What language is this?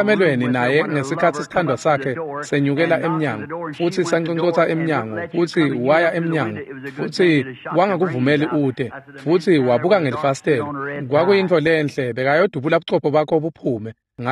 Swati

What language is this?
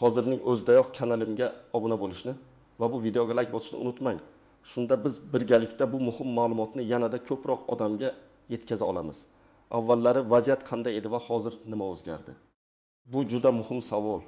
Uzbek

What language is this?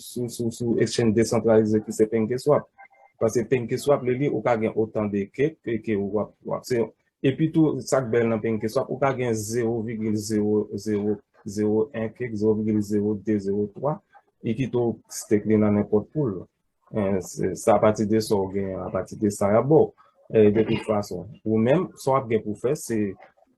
Haitian Creole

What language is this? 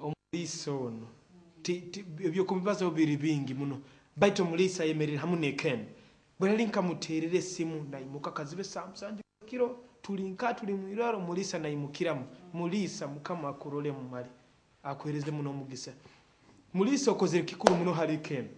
Nyoro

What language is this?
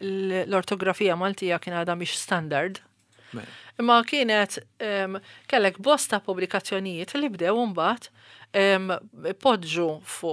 Maltese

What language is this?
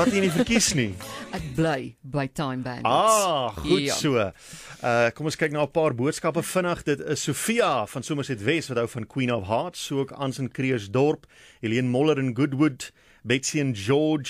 Afrikaans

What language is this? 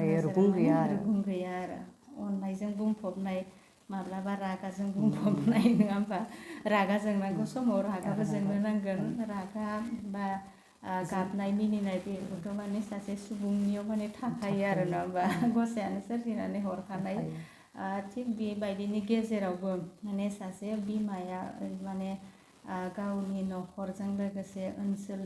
Bodo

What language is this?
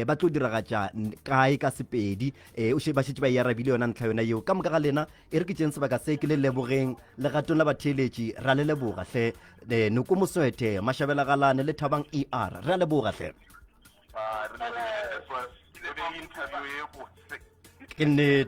Northern Sotho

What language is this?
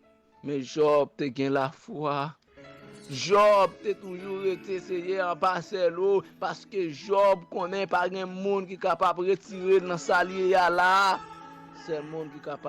Haitian Creole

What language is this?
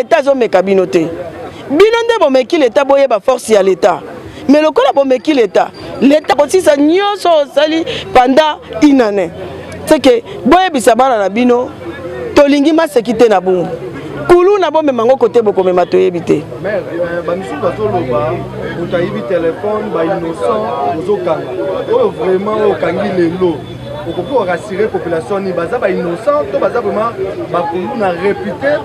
Lingala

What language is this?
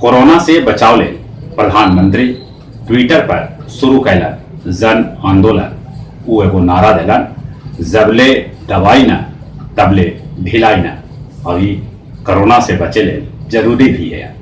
Magahi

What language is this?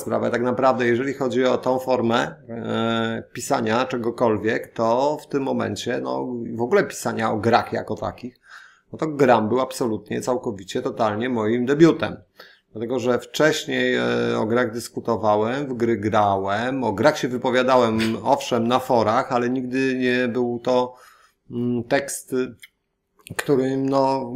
Polish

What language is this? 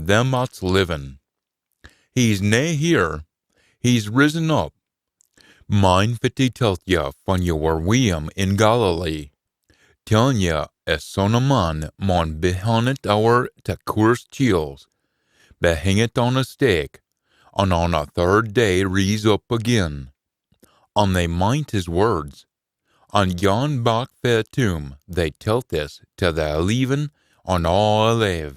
Scots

